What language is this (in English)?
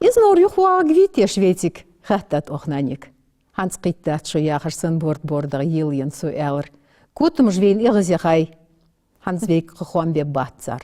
Ingush